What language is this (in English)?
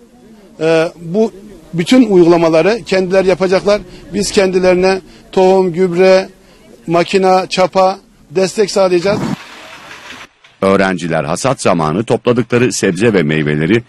Turkish